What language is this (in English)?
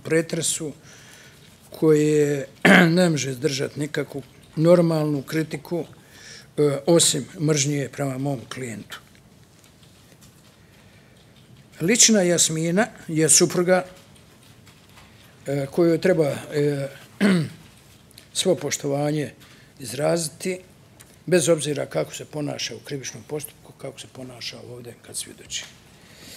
Bosnian